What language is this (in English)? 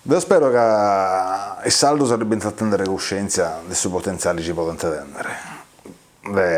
Sardinian